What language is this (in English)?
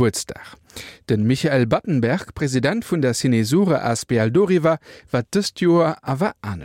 Luxembourgish